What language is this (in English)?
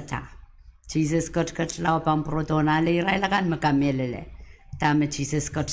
Pohnpeian